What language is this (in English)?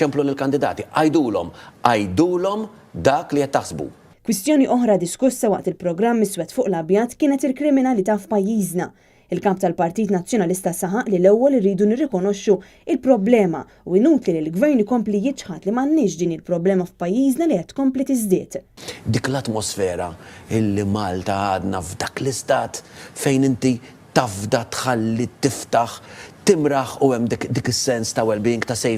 Maltese